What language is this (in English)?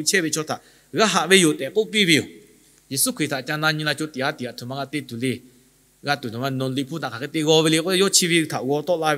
Lahu